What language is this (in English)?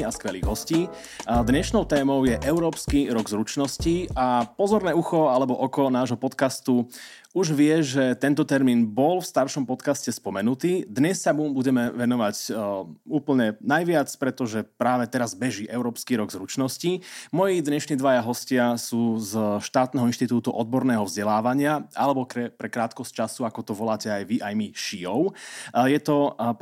Slovak